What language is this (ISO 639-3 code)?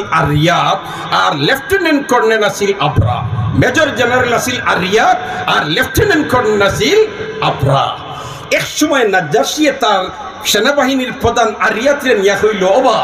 syl